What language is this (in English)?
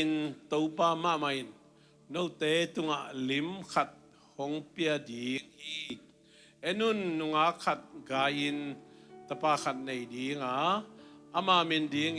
Tedim Chin